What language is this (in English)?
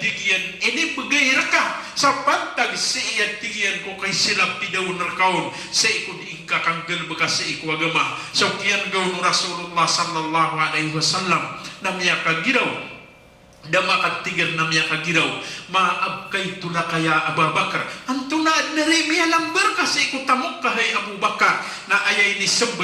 Maranao